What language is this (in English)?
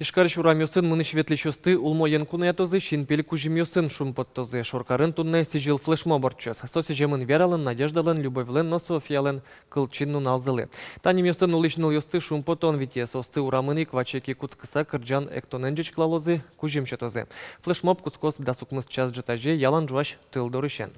Udmurt